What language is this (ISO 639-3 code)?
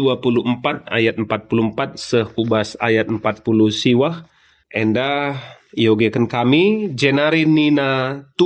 btx